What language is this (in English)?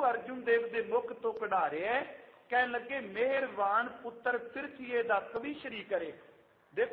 Punjabi